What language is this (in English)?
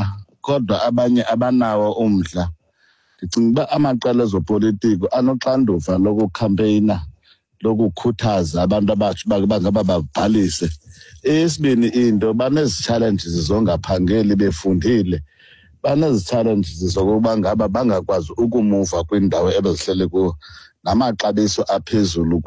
Xhosa